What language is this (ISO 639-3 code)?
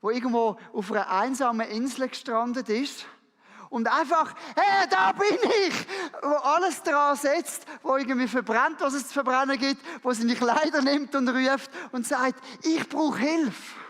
gsw